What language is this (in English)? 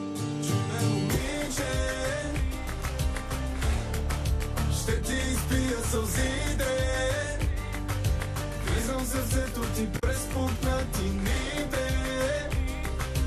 Bulgarian